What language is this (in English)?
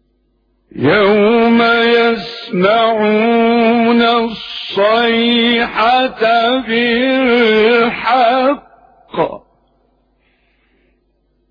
Arabic